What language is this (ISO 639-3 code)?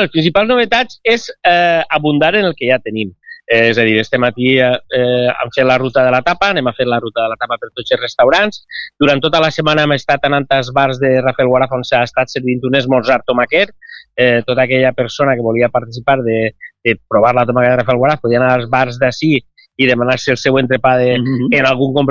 cat